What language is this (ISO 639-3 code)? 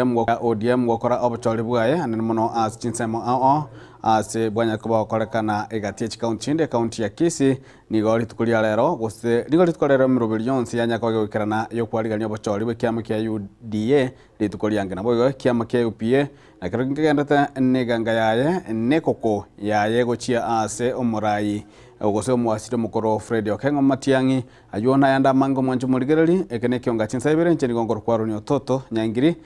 guz